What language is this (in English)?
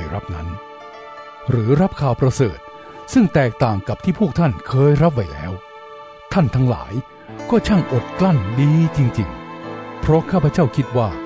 Thai